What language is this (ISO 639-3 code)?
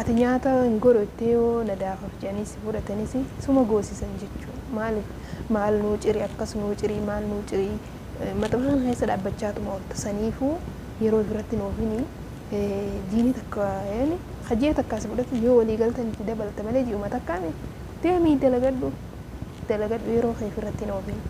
orm